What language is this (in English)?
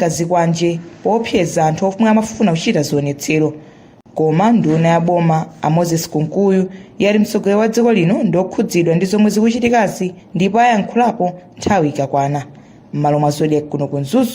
Nyanja